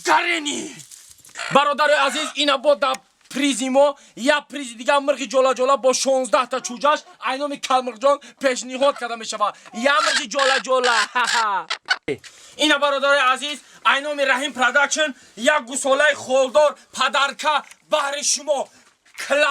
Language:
Tajik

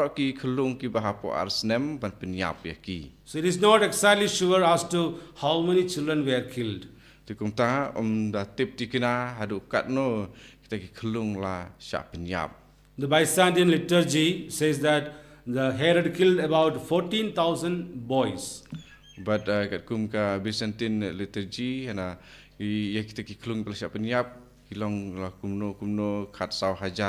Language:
Khasi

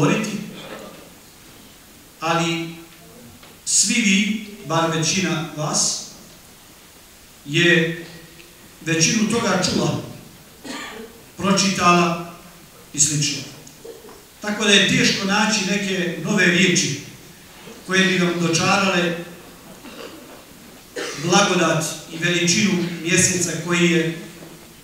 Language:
Bosnian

